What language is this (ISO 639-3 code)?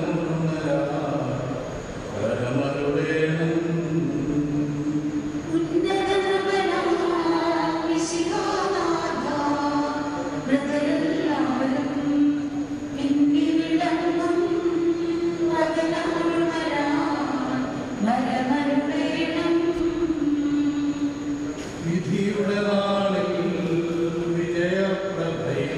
mal